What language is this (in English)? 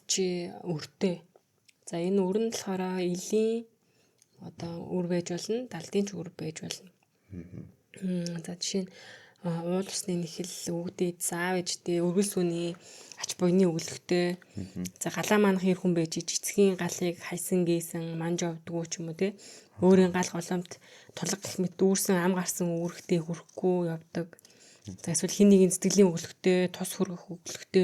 Mongolian